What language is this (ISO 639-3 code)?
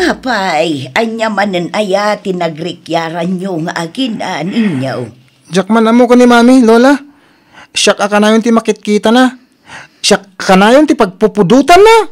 ilo